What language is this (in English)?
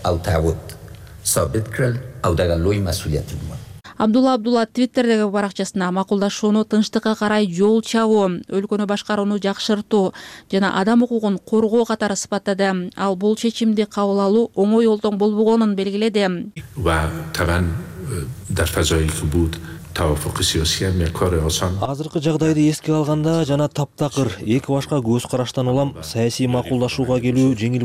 Kyrgyz